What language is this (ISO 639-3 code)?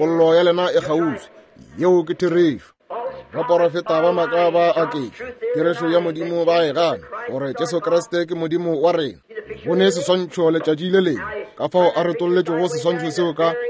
nso